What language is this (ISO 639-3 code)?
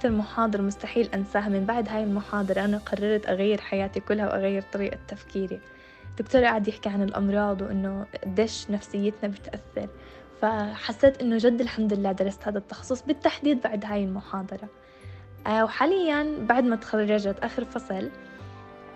apc